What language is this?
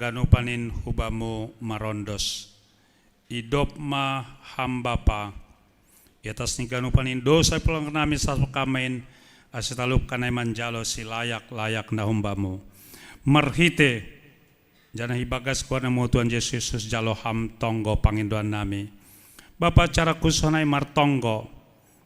Batak Simalungun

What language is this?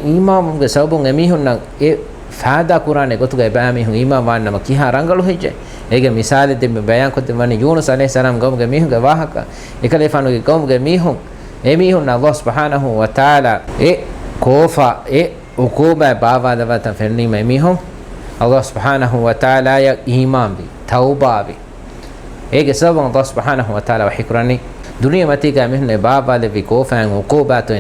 Divehi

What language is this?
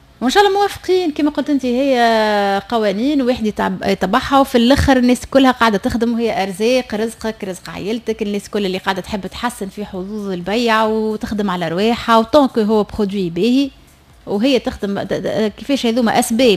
Tunisian Arabic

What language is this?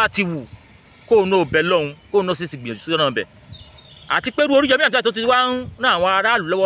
Yoruba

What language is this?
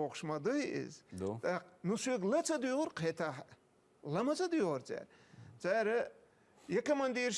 Chechen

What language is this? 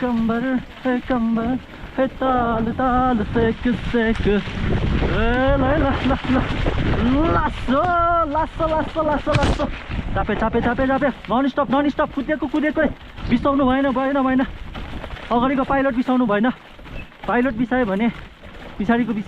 Nepali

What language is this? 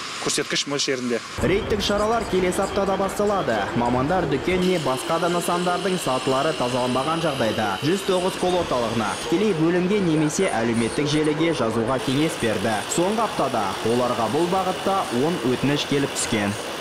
Kazakh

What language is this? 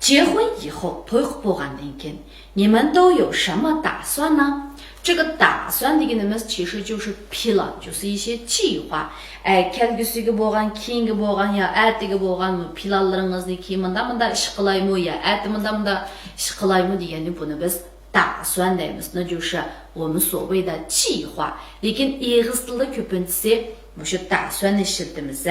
Uyghur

